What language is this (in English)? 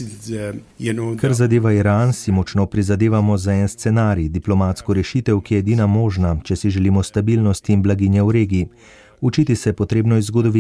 Slovenian